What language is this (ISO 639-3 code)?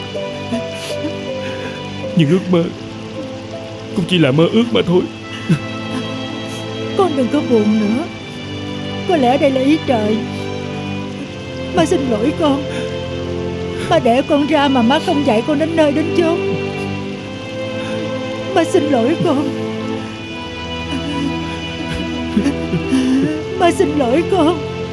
vie